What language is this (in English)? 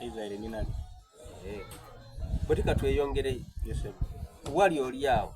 Soga